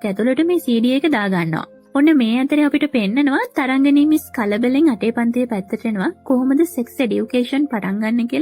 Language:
Sinhala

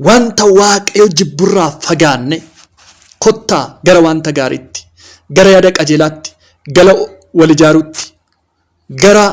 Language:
Oromo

